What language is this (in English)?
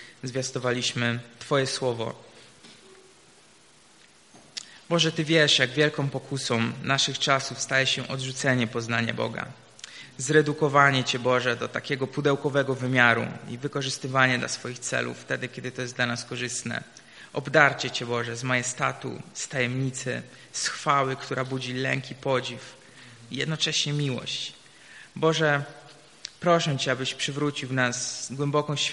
Polish